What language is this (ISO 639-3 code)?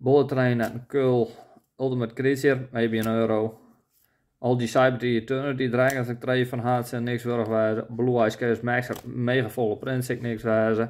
fry